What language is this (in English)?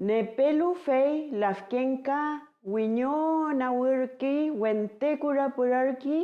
Mapuche